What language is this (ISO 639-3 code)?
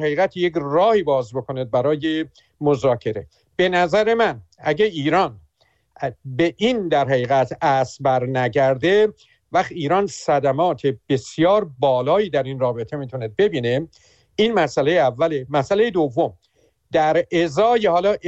fas